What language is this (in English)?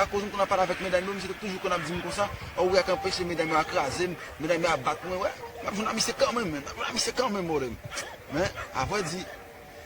Haitian Creole